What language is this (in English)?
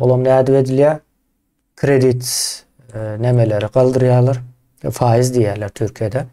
Turkmen